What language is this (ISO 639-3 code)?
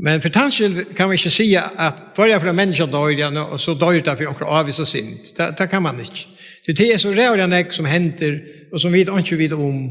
fao